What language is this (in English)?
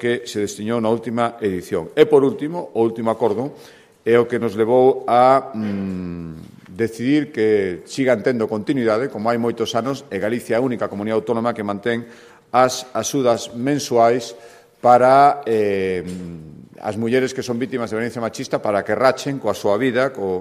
Galician